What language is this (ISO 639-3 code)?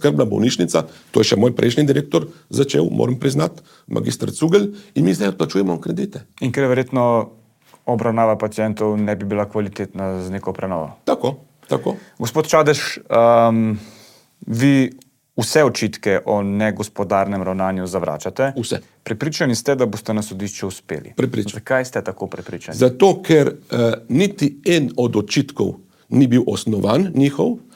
slv